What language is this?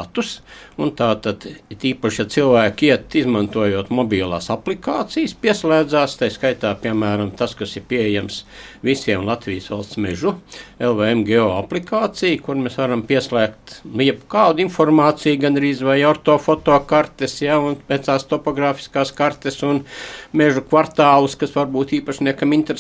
Latvian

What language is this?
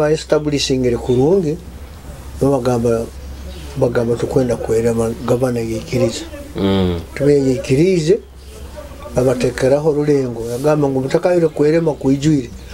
Nyoro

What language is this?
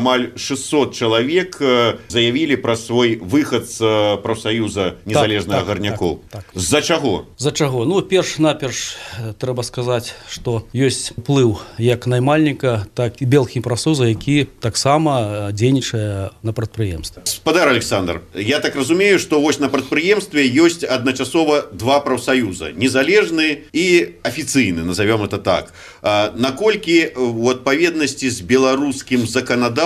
Belarusian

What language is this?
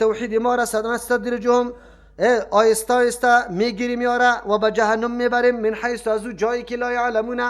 Persian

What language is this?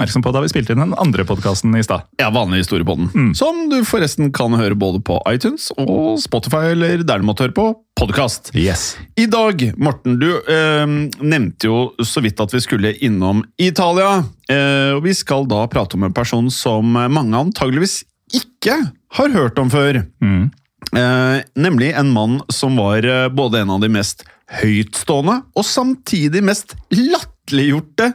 Norwegian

